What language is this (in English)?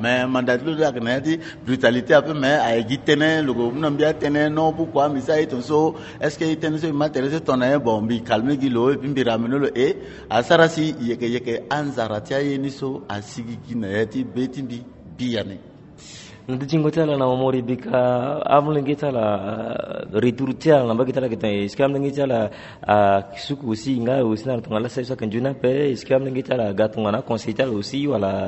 Sango